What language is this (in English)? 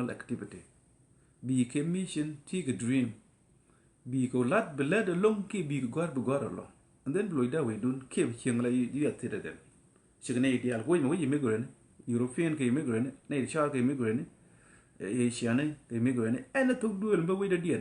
Nuer